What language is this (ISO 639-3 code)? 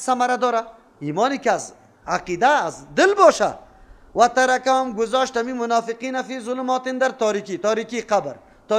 fas